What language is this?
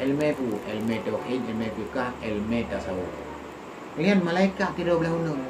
Achinese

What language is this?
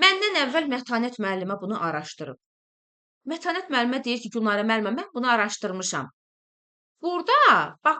Azerbaijani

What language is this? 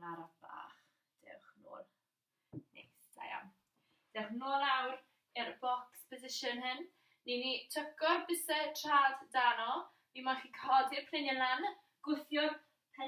Welsh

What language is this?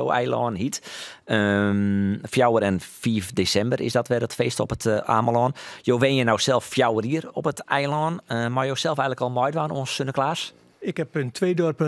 Western Frisian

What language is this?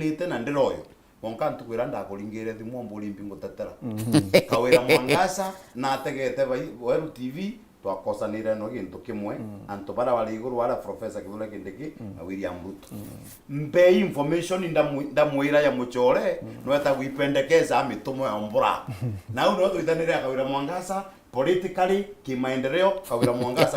Meru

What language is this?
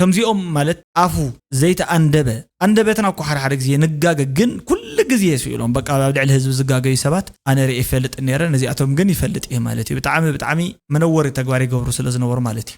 Tigrinya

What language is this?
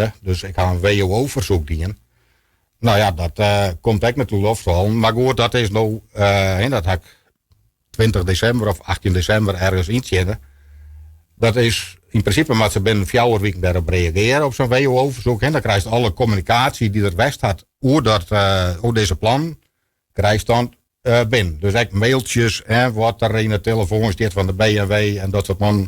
Western Frisian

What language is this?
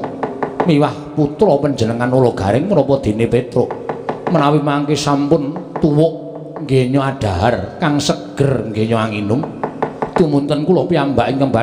Javanese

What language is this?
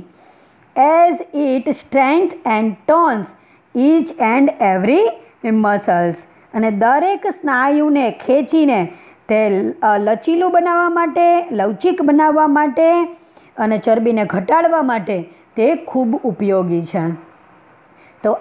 Gujarati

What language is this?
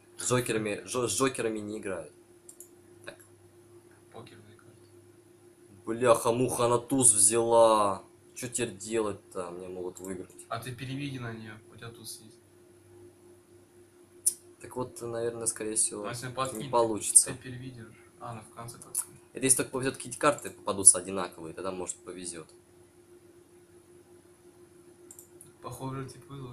Russian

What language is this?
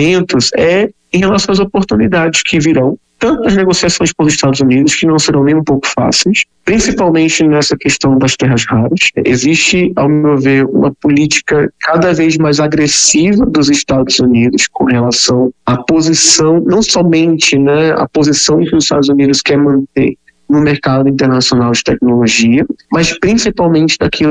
Portuguese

